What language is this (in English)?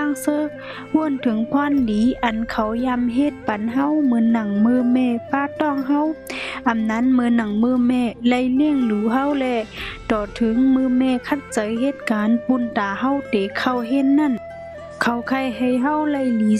Shan